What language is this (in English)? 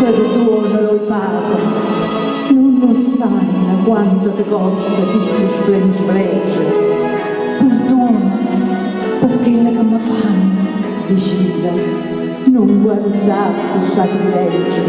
Neapolitan